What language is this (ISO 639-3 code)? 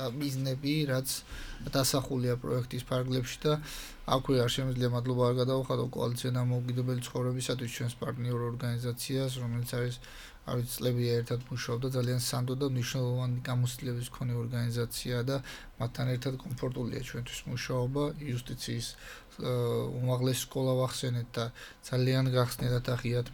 kat